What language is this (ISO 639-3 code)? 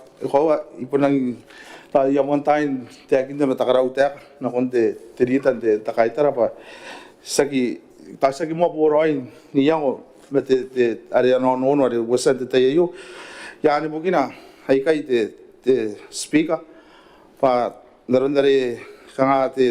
gil